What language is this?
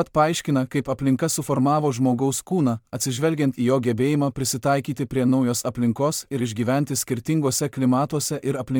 Lithuanian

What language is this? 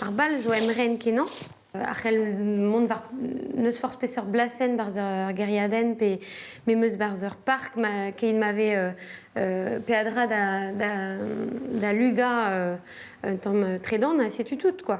Breton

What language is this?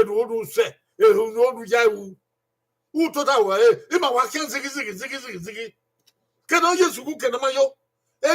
Bini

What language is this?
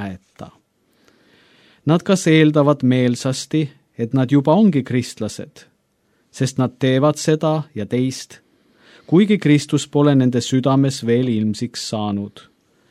Estonian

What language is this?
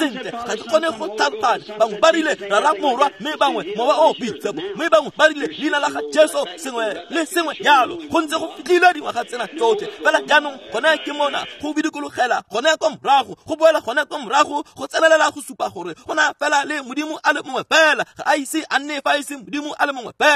Tswana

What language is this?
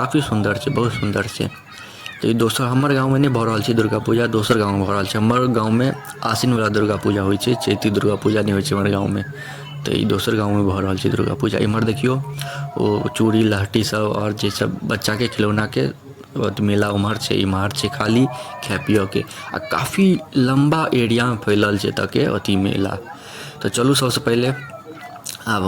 Maithili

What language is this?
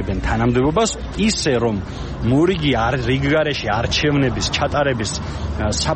Georgian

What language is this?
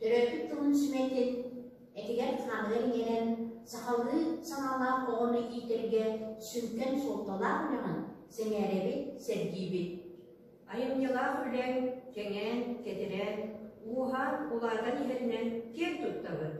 Yakut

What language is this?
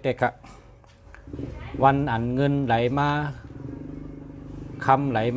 Shan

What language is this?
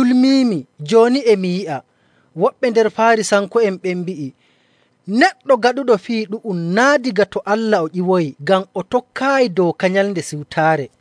Nigerian Fulfulde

